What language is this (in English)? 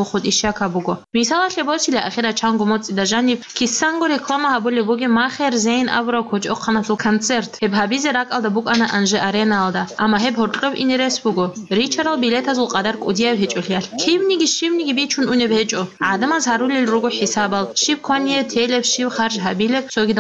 Avaric